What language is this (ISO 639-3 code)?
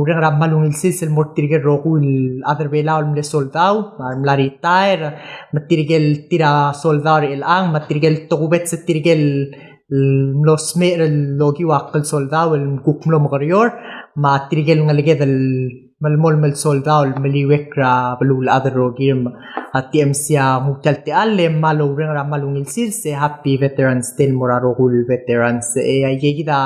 pau